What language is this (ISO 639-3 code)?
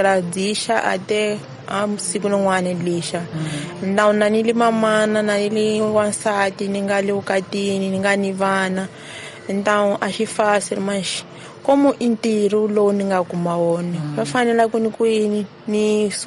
tso